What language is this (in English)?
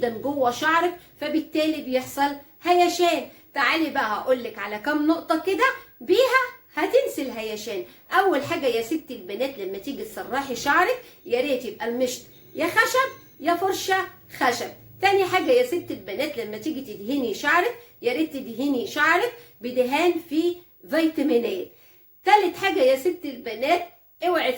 Egyptian Arabic